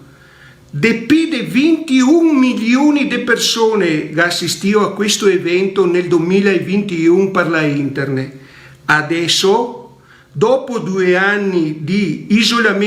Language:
Venetian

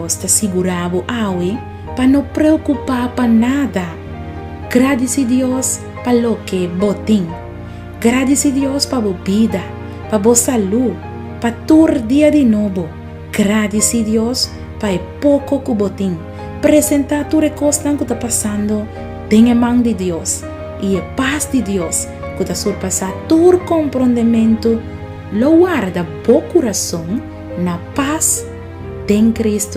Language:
Papiamento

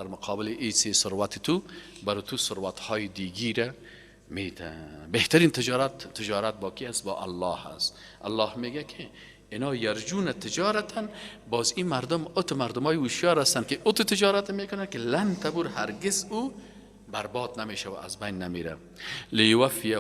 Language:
Persian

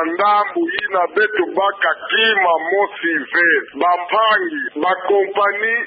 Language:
Kituba (Democratic Republic of Congo)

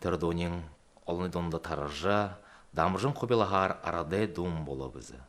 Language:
Buriat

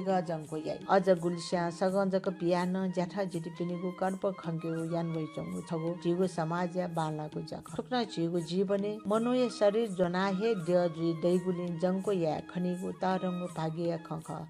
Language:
Newari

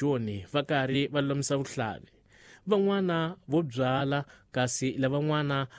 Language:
Tsonga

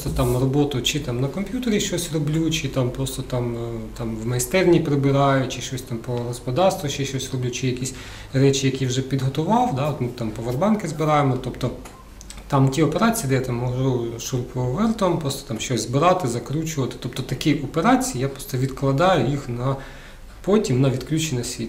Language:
Ukrainian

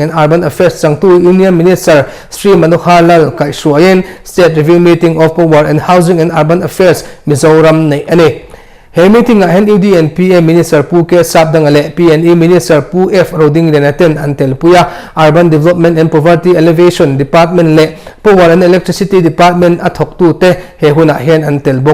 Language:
Mizo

